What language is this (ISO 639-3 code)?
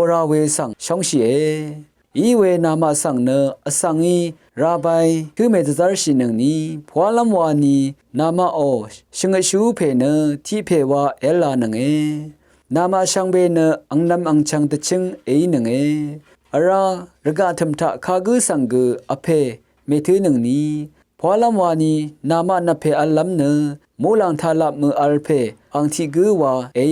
raw